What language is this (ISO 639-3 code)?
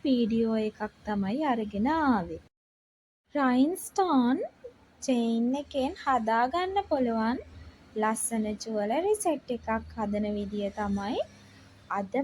sin